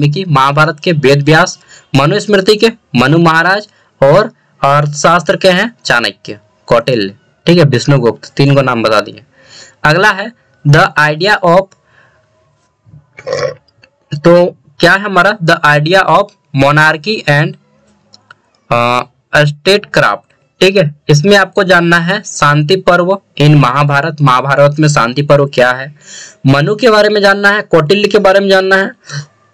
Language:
Hindi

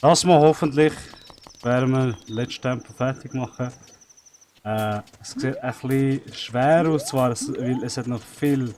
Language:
Swiss German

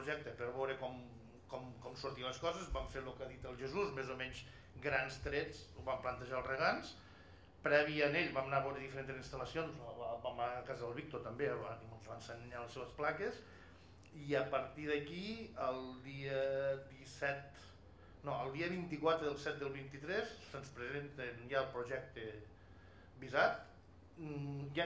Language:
Catalan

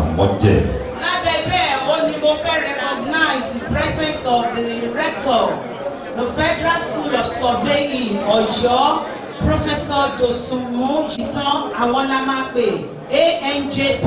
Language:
Yoruba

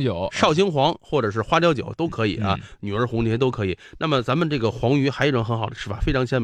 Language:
Chinese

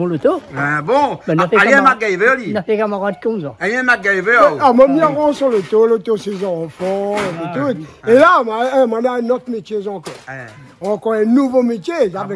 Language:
Réunion Creole French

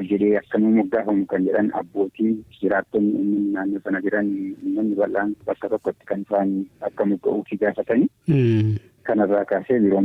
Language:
Oromo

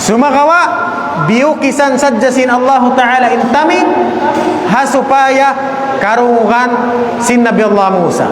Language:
Tausug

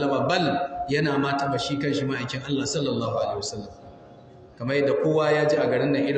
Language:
Hausa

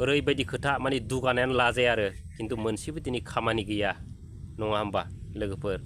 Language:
Bodo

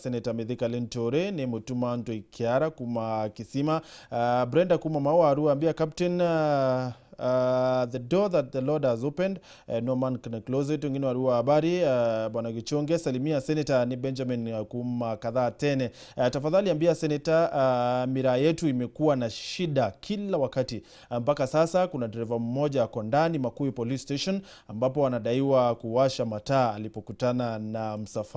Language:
Meru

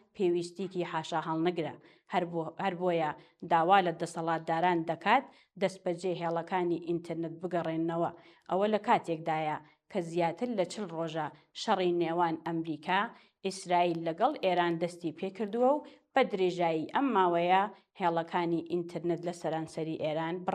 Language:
Central Kurdish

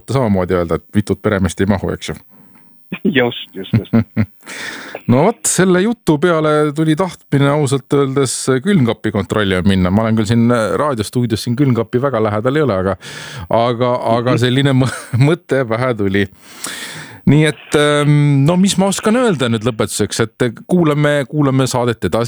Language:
Estonian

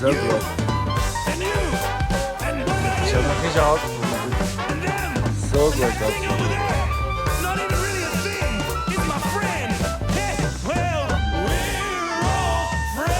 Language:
Swiss German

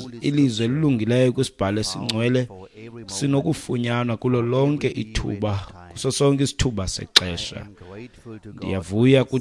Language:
Xhosa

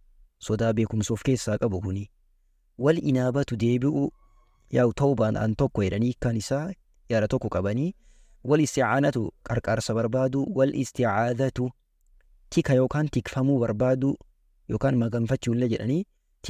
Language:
Oromo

